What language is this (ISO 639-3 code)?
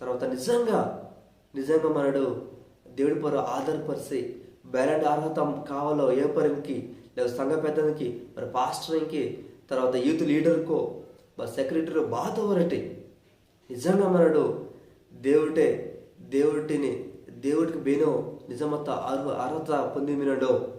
kff